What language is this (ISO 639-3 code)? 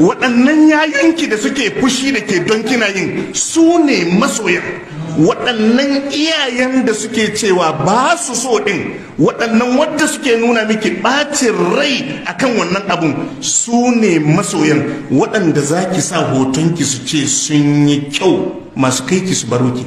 hau